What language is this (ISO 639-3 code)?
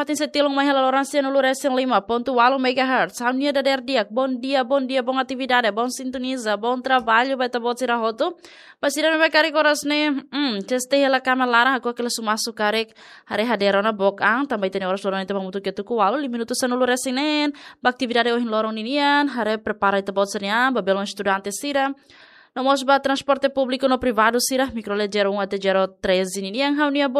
tet